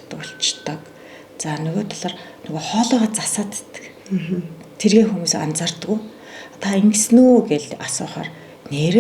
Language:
Mongolian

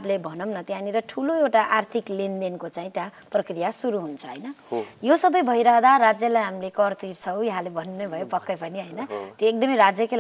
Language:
Nepali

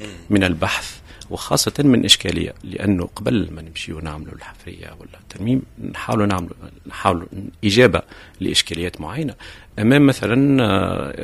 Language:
Tunisian Arabic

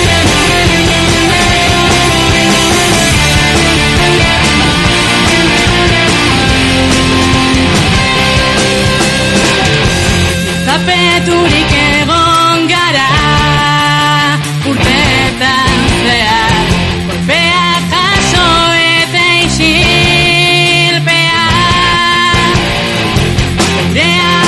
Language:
Basque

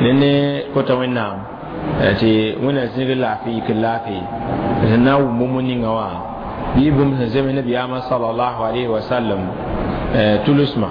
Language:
Mossi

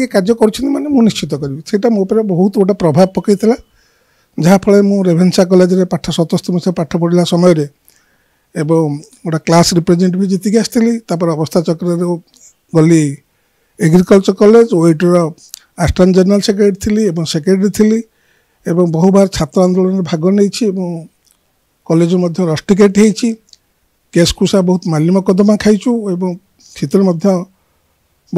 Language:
Odia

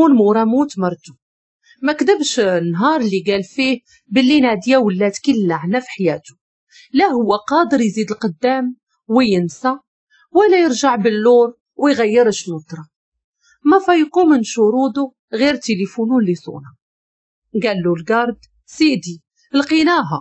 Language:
Moroccan Arabic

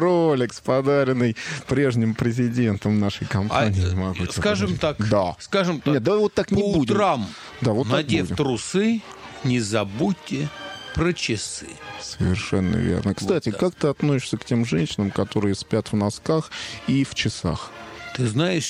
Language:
Russian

